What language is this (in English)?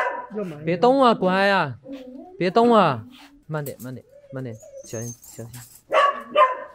Chinese